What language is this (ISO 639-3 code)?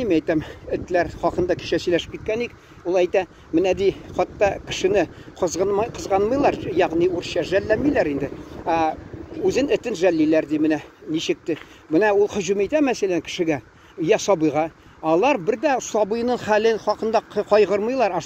tat